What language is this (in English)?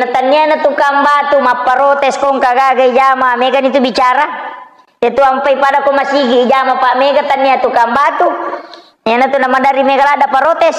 Buginese